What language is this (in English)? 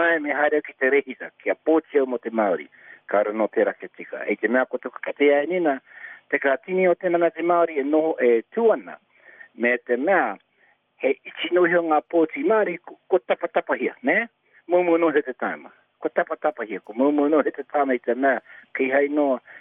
Māori